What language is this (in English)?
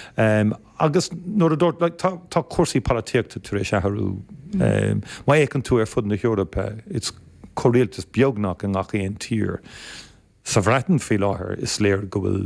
Irish